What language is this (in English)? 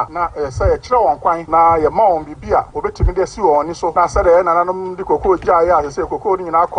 Akan